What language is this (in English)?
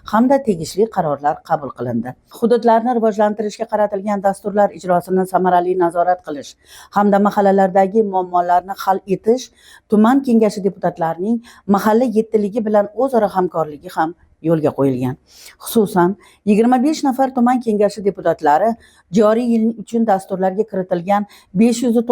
Uzbek